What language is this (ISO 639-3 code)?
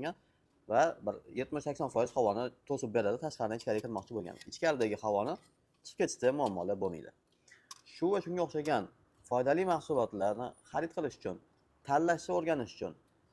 uzb